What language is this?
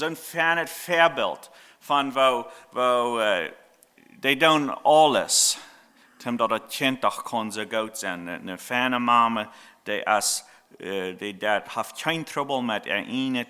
Plautdietsch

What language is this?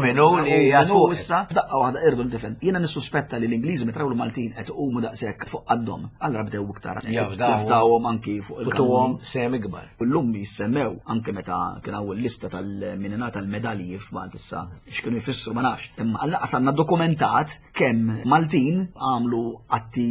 Maltese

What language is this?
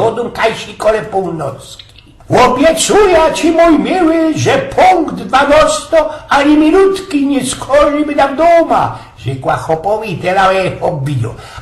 Silesian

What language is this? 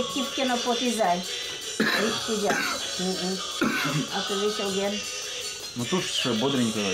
Udmurt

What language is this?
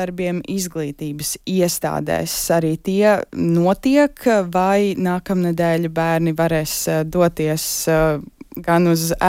Latvian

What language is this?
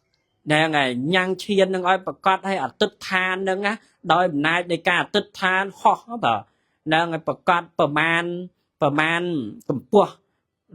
Khmer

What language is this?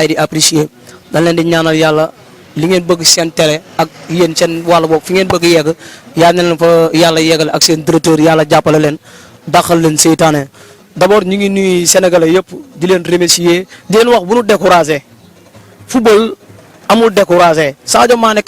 Wolof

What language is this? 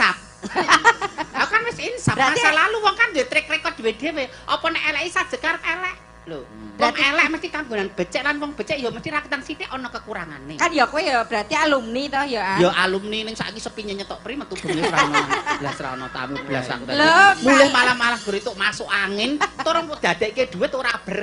Javanese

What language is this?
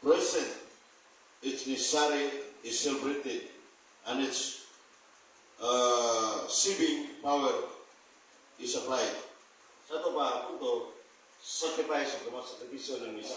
Cebuano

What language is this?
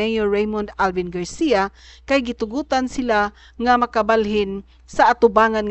Cebuano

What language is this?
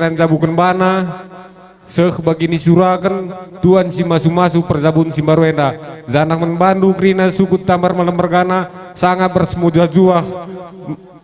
Batak Karo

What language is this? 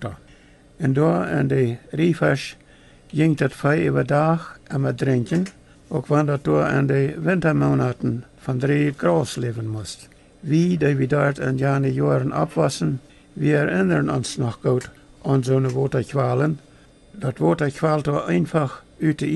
Plautdietsch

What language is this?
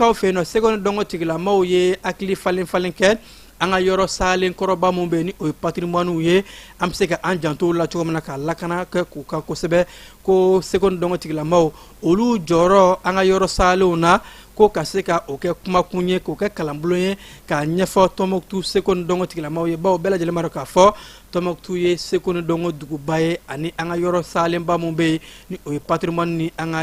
Bambara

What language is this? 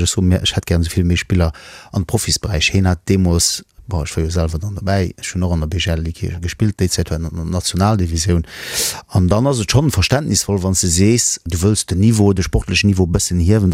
Luxembourgish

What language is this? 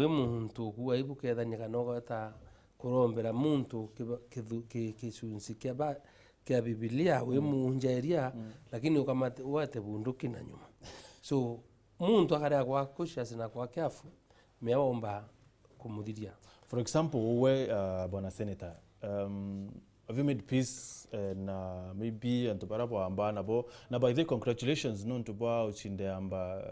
Meru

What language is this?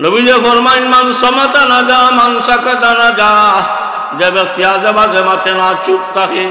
Sylheti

